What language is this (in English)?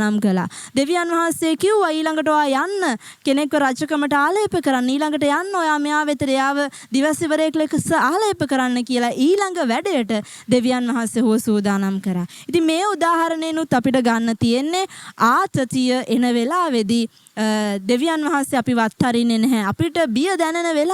Sinhala